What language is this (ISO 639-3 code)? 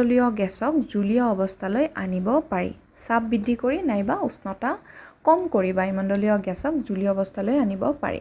asm